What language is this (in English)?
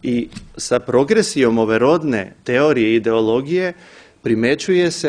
Serbian